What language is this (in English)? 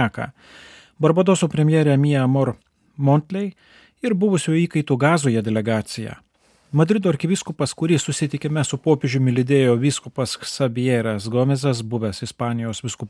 Lithuanian